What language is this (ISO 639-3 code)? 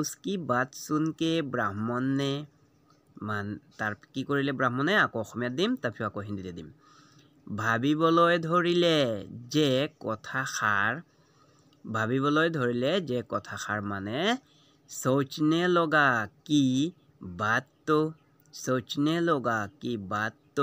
asm